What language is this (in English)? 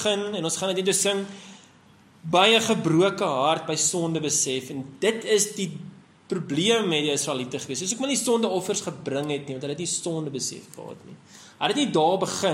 Afrikaans